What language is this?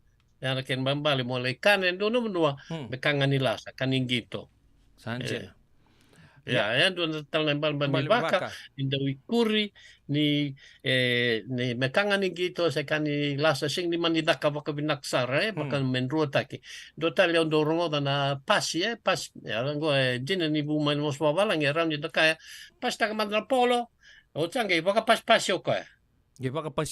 Fijian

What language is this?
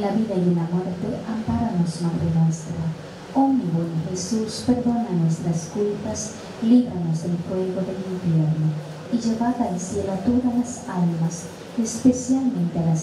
Spanish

